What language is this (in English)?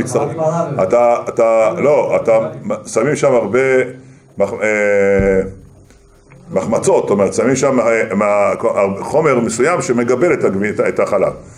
Hebrew